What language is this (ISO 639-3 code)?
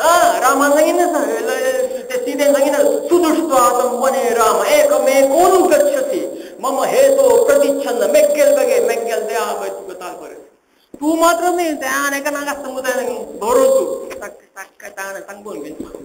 kok